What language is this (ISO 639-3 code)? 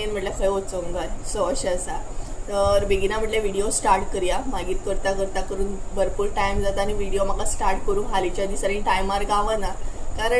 kok